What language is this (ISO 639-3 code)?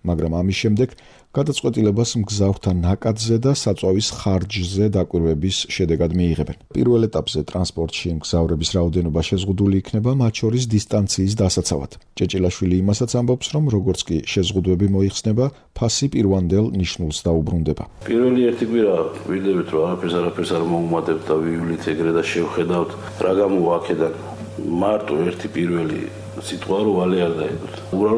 kat